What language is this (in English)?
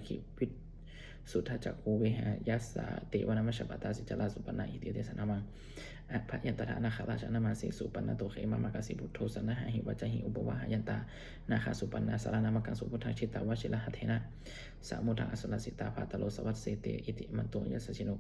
Pali